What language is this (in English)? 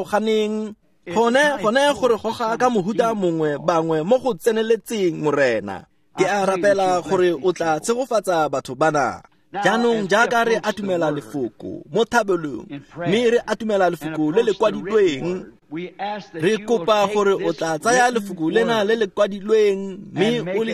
Tswana